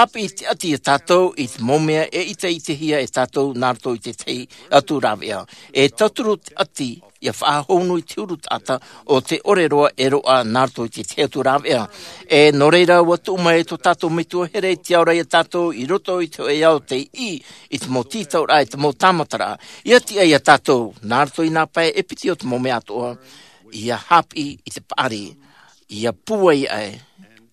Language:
Tahitian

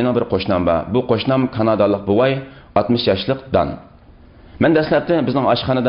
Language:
Uyghur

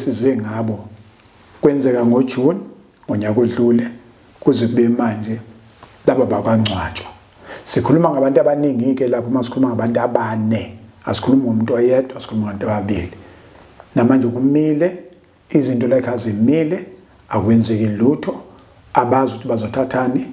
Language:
Zulu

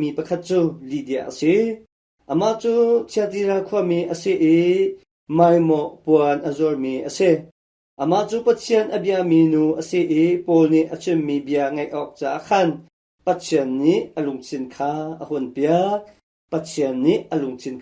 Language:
Hakha Chin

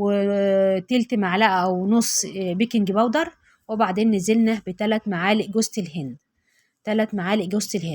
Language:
Egyptian Arabic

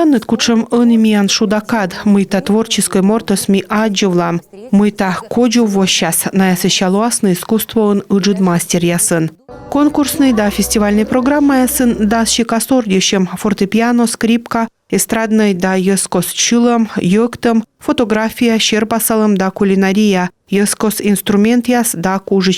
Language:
Komi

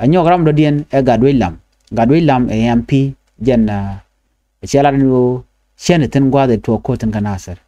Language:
Nuer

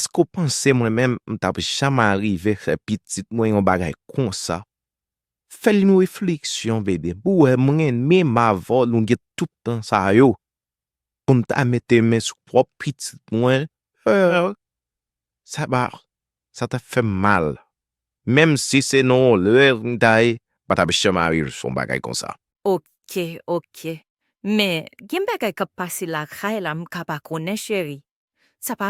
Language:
Haitian Creole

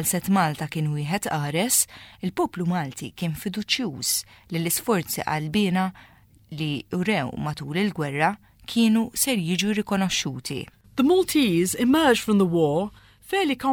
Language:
Maltese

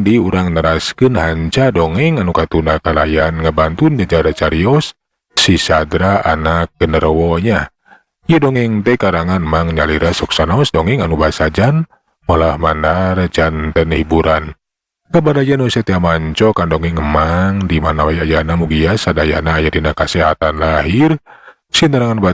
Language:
Sundanese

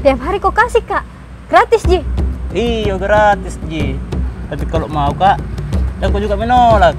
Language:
Makassar Malay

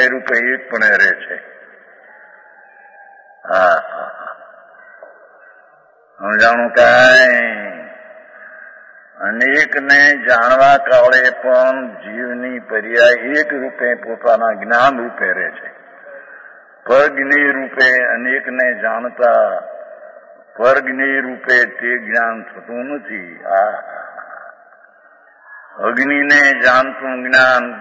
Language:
Gujarati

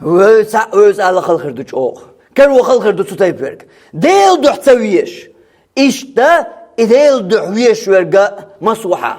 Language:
Chechen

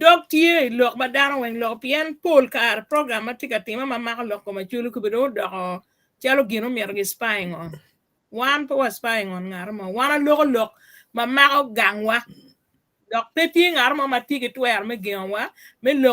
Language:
Acoli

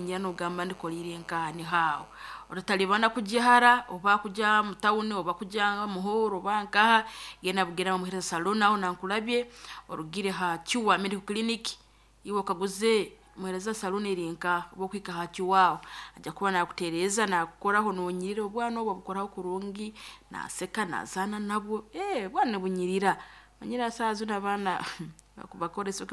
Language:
Nyankole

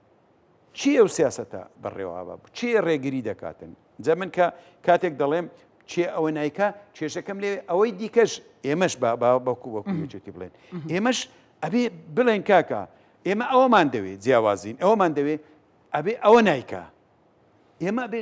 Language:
Central Kurdish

